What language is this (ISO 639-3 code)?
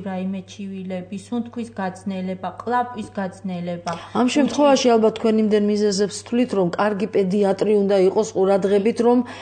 kat